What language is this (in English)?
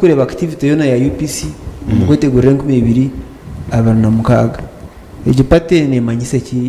Nyankole